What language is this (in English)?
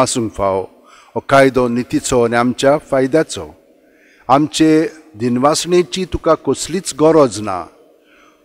Konkani